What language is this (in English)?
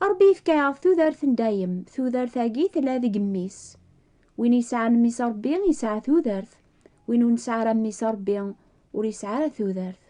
Kabyle